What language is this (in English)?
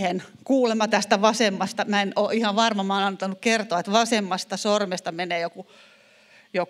Finnish